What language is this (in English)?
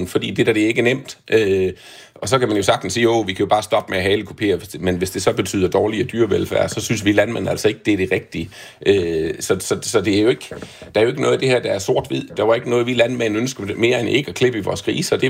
Danish